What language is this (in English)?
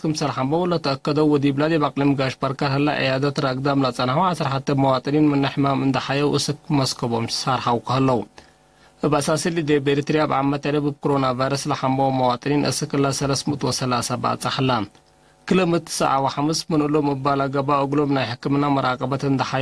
Tigre